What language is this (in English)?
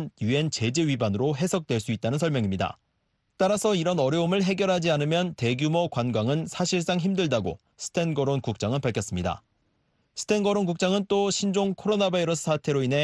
Korean